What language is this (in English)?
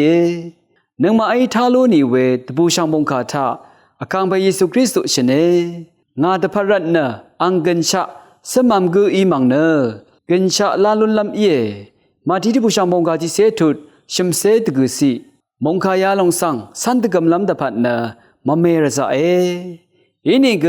Rawang